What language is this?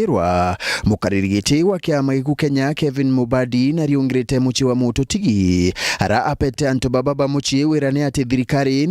Meru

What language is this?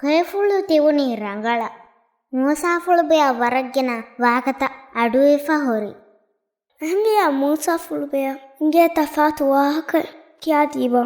Divehi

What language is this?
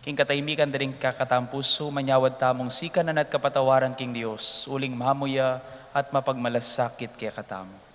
Pampanga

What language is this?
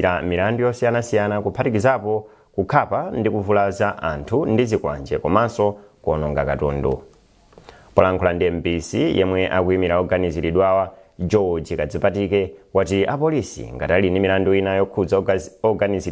Nyanja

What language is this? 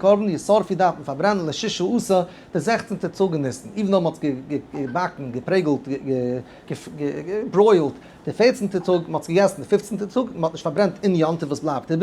Yiddish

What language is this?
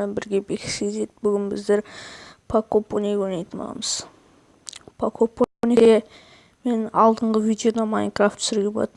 Kazakh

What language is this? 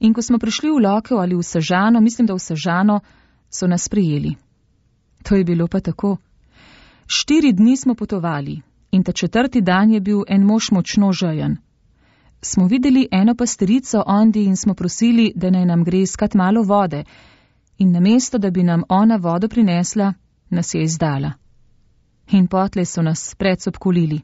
Slovenian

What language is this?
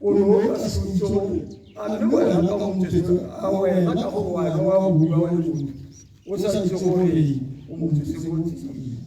Tswana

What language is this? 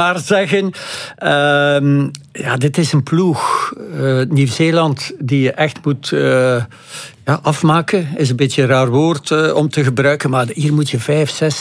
Dutch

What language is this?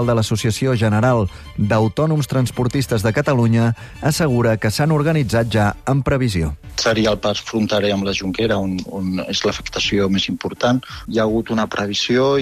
Catalan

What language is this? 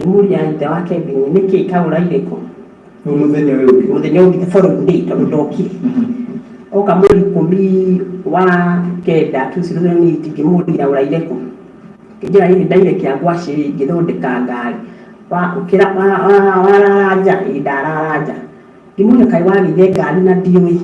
Kikuyu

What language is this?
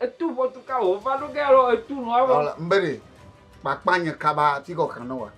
Ewe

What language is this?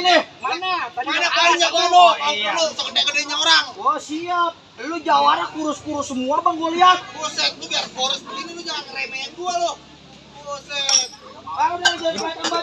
Betawi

